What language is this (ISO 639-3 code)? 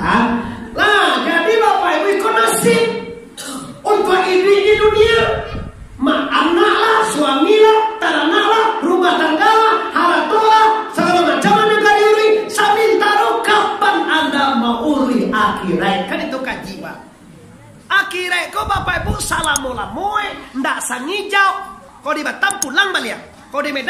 min